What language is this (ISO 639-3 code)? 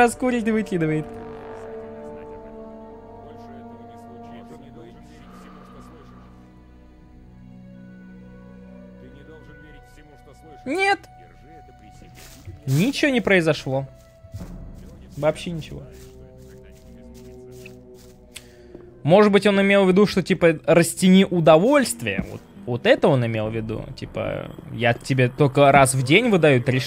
rus